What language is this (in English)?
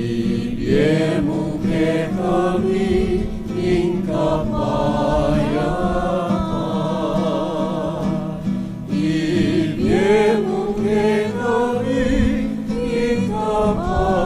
Pampanga